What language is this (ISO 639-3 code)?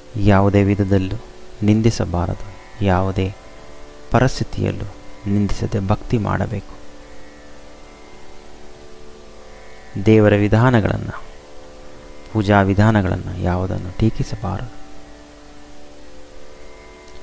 kan